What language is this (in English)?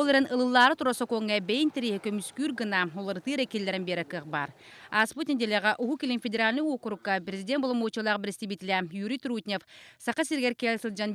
Yakut